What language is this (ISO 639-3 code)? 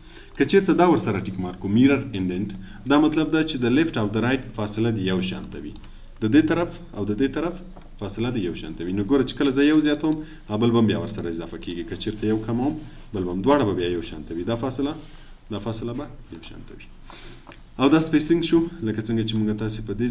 pus